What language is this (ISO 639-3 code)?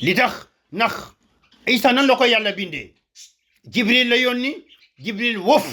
wol